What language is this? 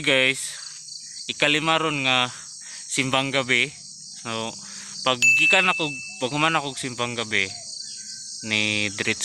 Cebuano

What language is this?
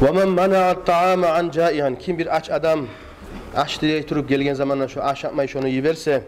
Kumyk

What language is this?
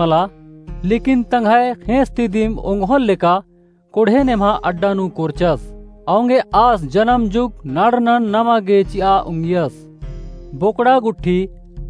Kurukh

